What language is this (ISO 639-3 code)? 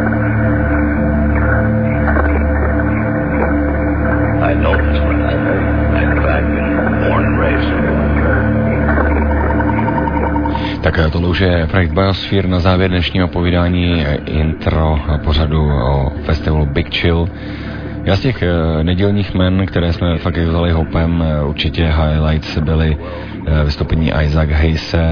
ces